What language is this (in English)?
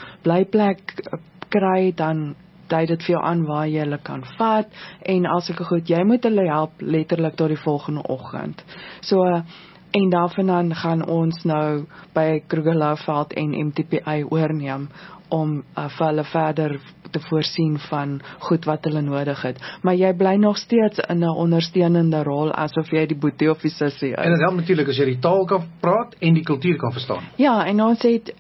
Afrikaans